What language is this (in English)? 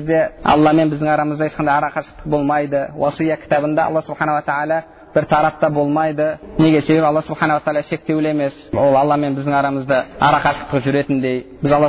Kazakh